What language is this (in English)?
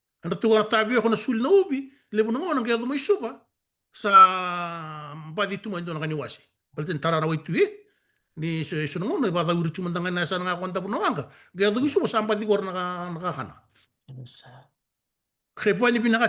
Fijian